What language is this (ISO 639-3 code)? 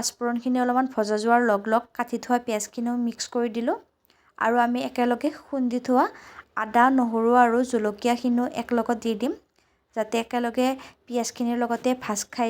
asm